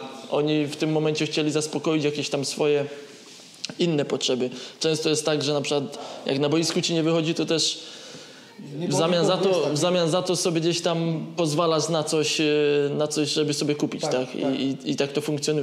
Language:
Polish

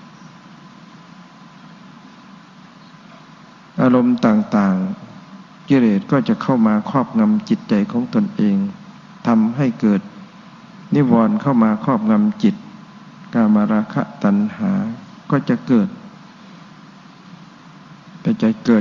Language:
Thai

